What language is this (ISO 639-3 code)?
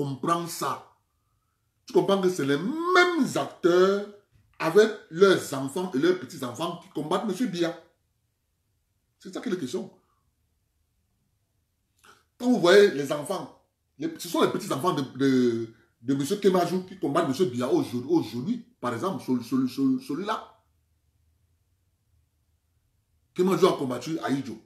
fra